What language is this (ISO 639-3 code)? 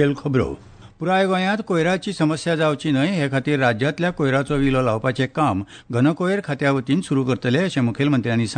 kok